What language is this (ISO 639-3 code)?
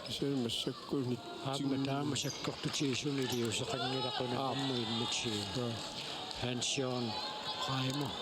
kal